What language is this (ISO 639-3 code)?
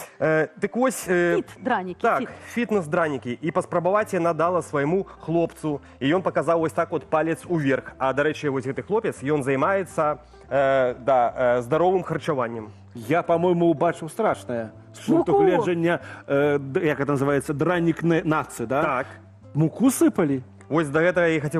bel